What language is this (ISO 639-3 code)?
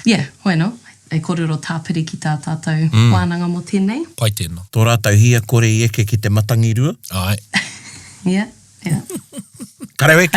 mri